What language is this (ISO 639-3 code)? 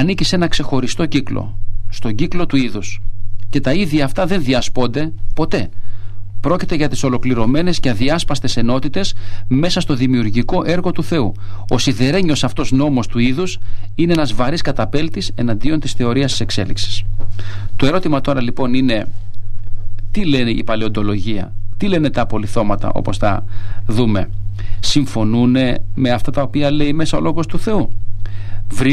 ell